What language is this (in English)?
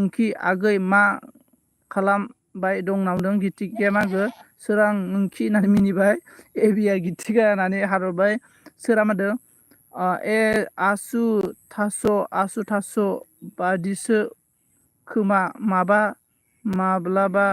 Bodo